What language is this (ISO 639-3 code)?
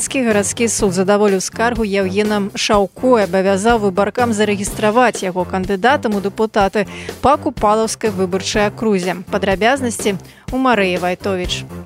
bel